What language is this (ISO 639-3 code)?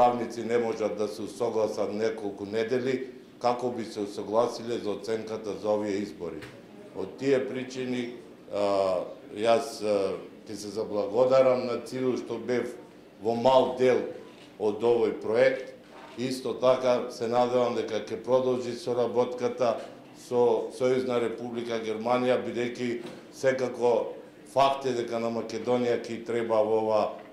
mkd